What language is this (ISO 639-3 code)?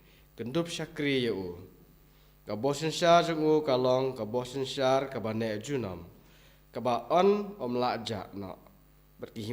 kha